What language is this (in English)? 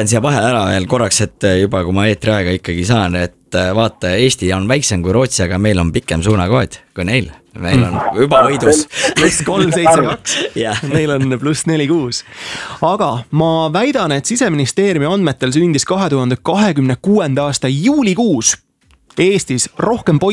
Estonian